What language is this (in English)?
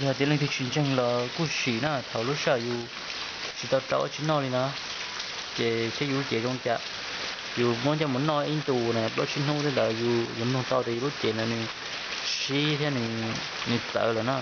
Hmong